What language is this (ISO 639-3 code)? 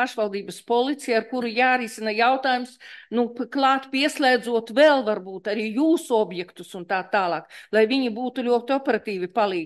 lav